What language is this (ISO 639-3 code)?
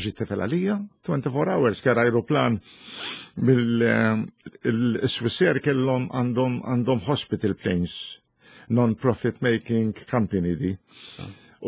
mlt